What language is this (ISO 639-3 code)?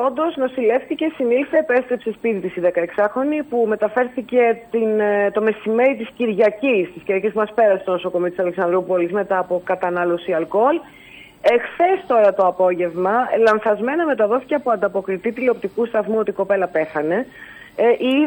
ell